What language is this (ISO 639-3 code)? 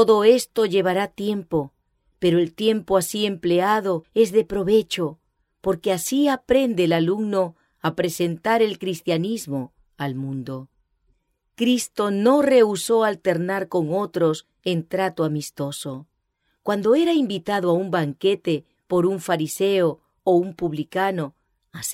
spa